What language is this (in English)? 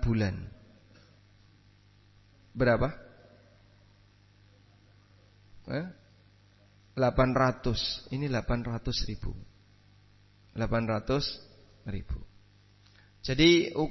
Indonesian